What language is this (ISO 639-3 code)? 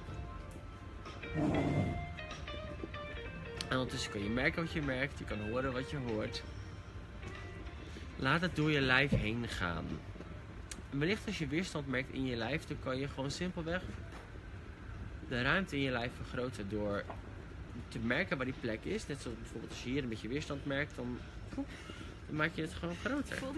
nld